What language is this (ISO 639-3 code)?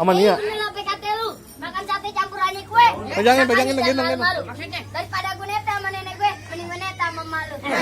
bew